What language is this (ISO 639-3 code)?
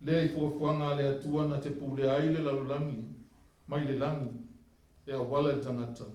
smo